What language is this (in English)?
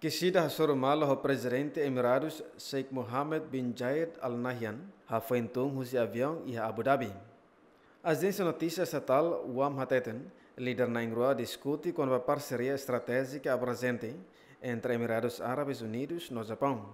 Tetum